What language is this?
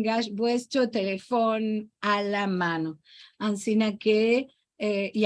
Ladino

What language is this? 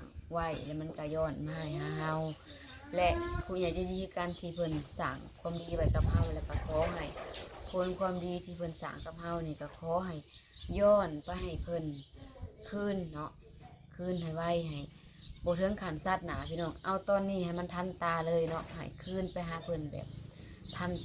Lao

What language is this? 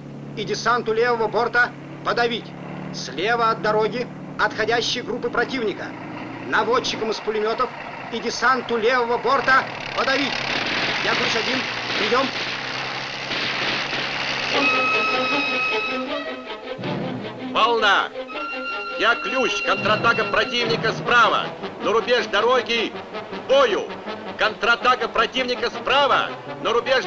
Russian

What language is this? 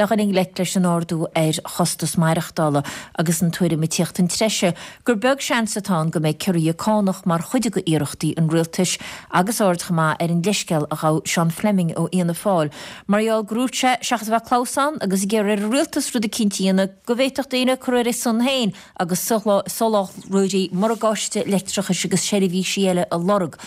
Irish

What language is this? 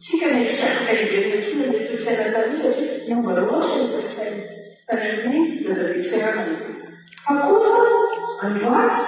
Malagasy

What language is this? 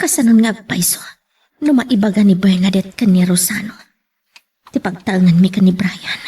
Iloko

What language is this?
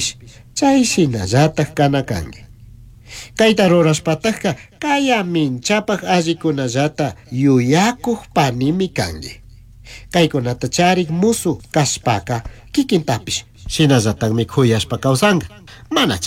Chimborazo Highland Quichua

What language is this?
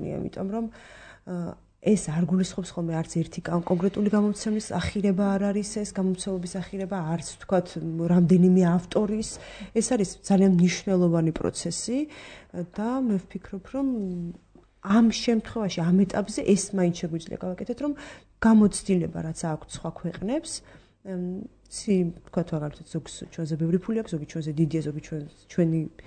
Georgian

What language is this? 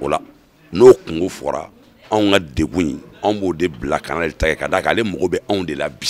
Bambara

